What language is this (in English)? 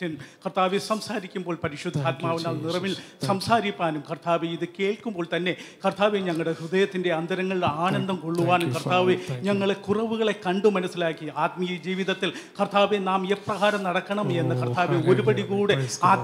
Malayalam